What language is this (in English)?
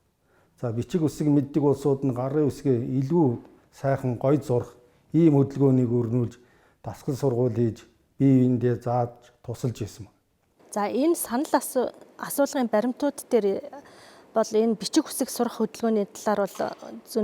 Mongolian